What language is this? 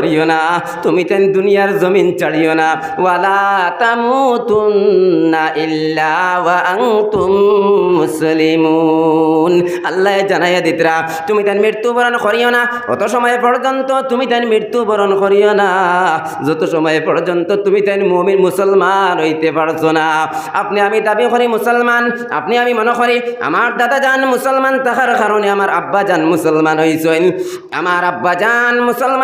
Sylheti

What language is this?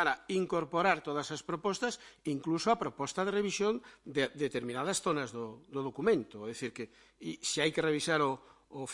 Galician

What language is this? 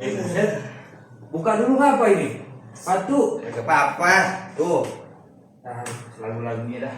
Betawi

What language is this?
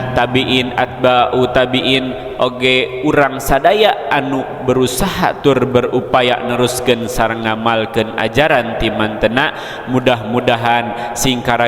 Sundanese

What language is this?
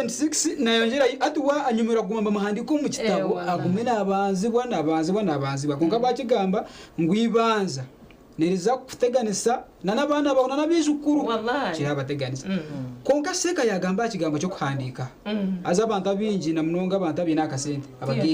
Nyankole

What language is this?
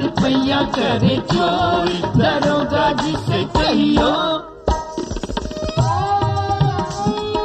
Bhojpuri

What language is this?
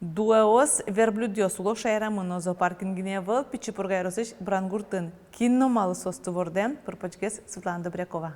Udmurt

